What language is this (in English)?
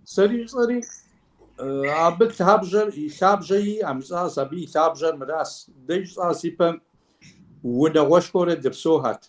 Kabardian